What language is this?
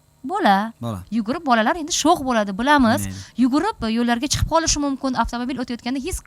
Uzbek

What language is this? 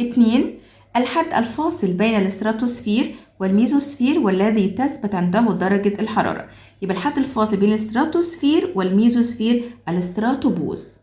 Egyptian Arabic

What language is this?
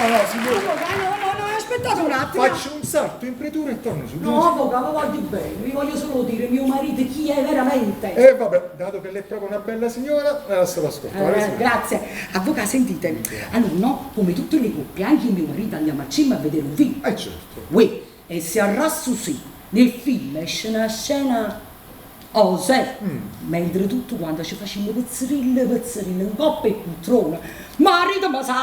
Neapolitan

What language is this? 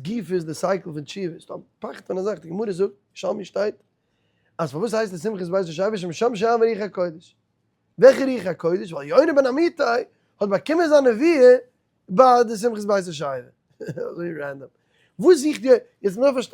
Yiddish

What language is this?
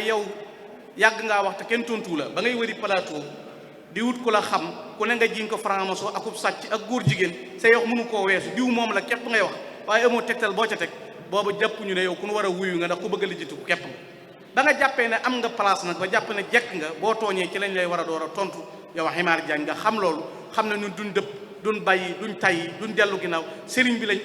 Wolof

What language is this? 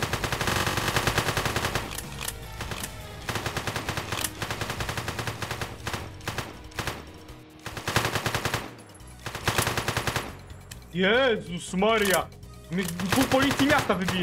Polish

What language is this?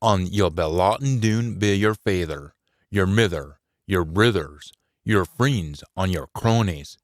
Scots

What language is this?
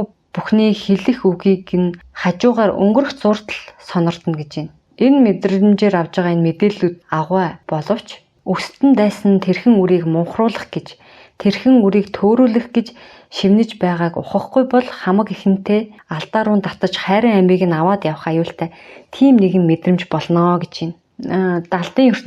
Mongolian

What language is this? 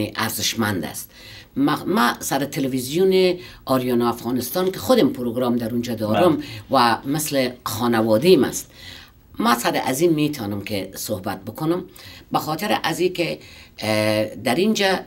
Persian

